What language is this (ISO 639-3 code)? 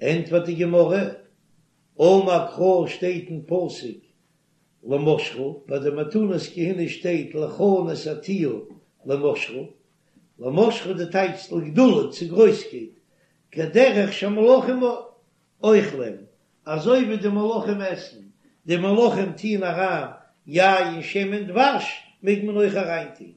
yid